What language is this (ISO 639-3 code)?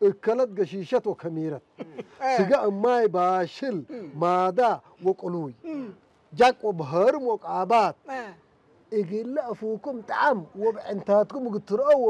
tig